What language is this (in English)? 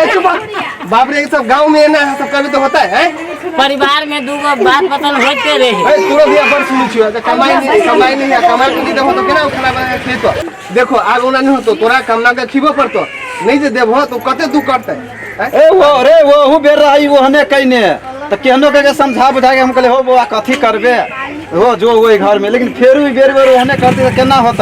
Maithili